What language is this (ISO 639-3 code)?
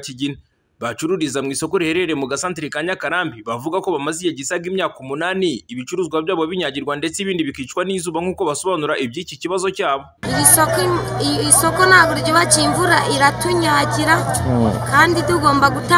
kin